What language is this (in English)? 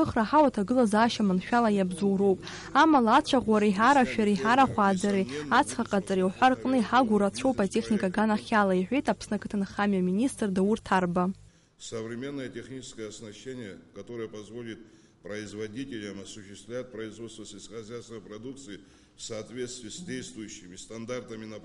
Abkhazian